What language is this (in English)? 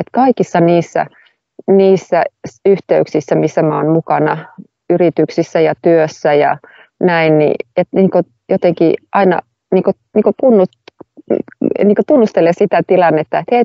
Finnish